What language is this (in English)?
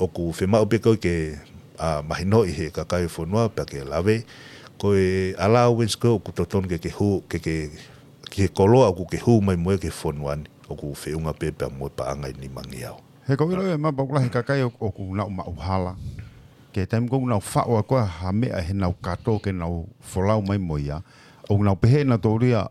Tongan